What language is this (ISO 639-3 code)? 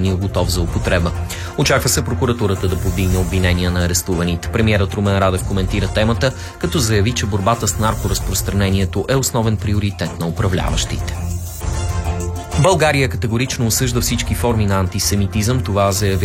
bul